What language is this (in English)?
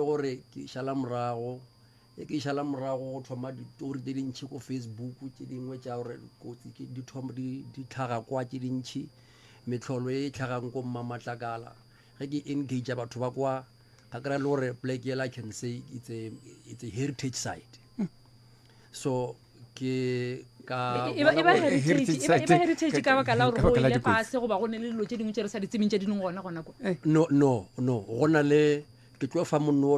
Northern Sotho